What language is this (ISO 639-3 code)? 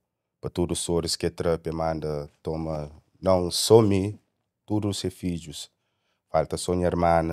kea